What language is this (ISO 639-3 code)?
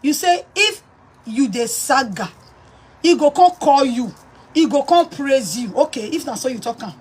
pcm